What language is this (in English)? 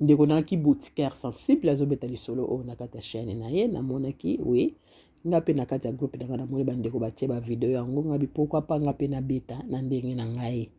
Lingala